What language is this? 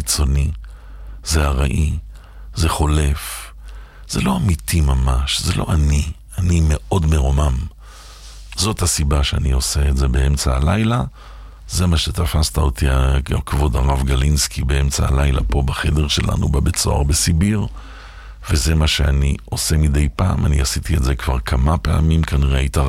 Hebrew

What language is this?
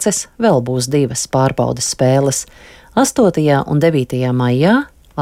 Latvian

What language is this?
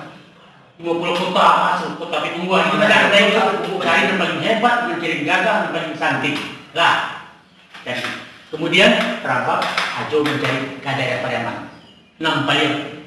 Minangkabau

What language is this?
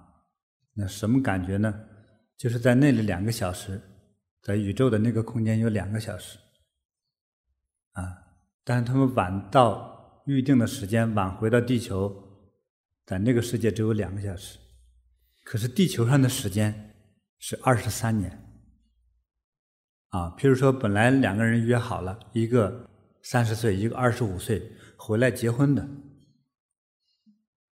Chinese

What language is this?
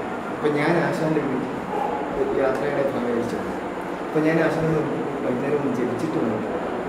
Malayalam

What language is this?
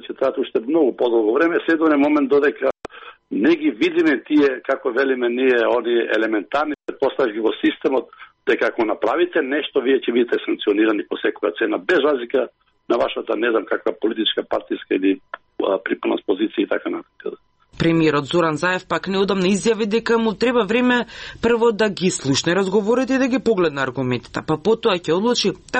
Macedonian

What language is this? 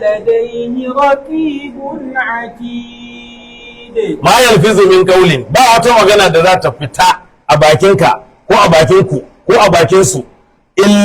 Hausa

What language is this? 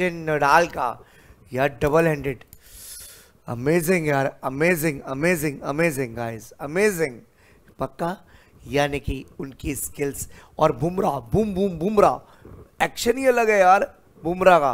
Hindi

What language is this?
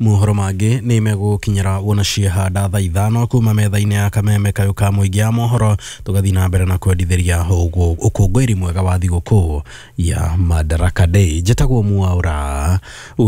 Kikuyu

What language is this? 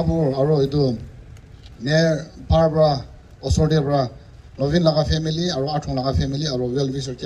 Naga Pidgin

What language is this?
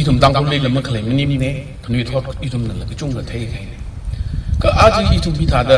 Tangkhul Naga (India)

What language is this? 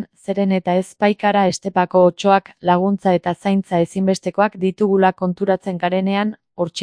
Basque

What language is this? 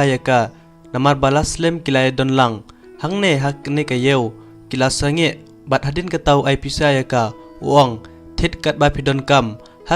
Khasi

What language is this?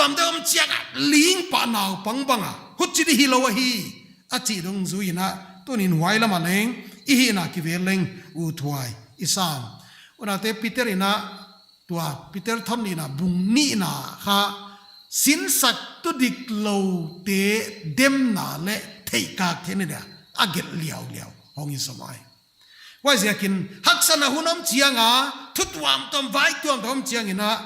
Paite Chin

